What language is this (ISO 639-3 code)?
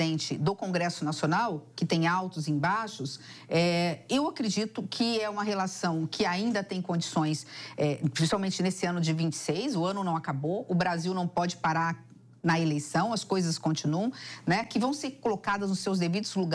por